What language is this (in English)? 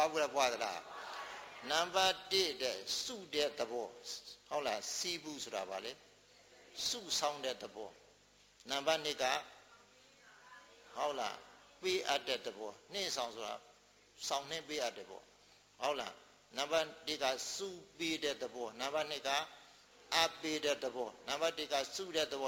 Burmese